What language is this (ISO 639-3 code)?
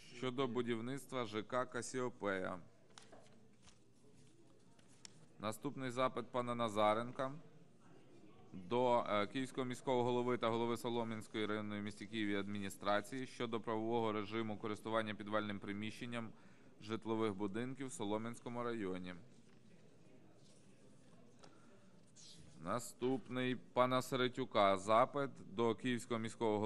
ukr